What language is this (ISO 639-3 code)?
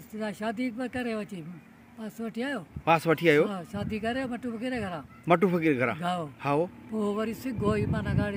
snd